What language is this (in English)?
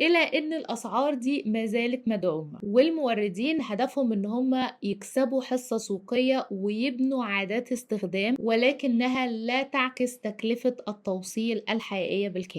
Egyptian Arabic